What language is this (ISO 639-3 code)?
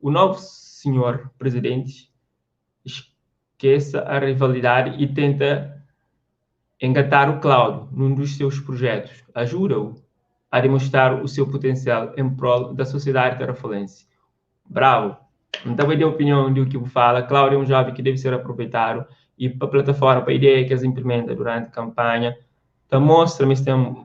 kea